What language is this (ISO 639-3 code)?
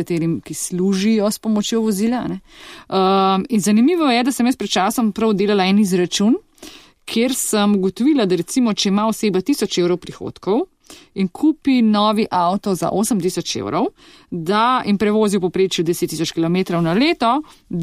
slv